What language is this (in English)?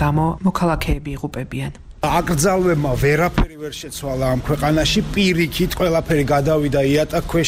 Georgian